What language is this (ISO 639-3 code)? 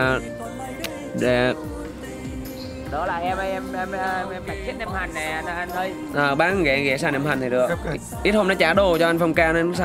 vie